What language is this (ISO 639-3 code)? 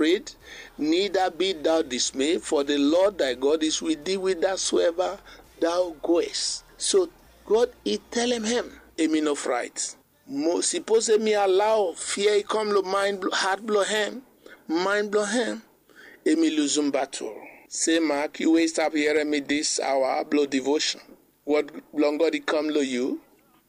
bis